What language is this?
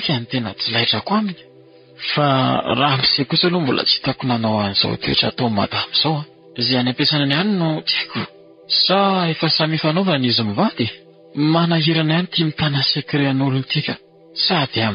Malagasy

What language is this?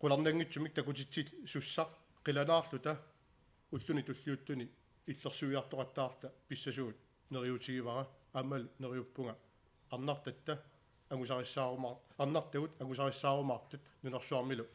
Kalaallisut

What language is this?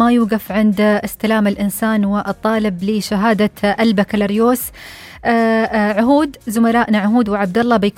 Najdi Arabic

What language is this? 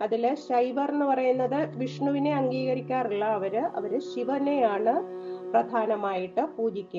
Malayalam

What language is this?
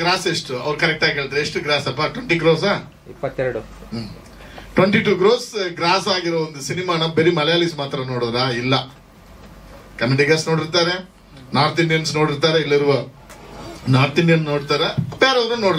Kannada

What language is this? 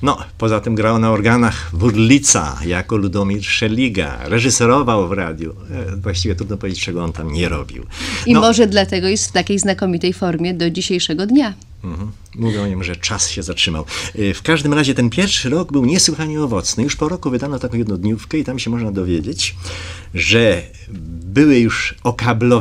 Polish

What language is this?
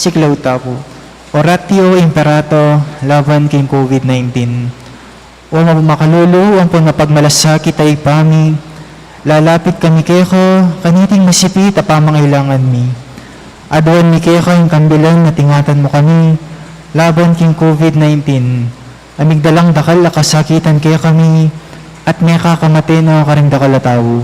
Pampanga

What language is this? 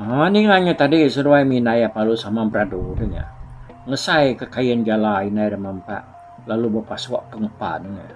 Iban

